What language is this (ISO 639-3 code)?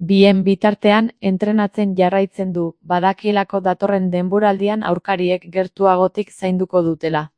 eus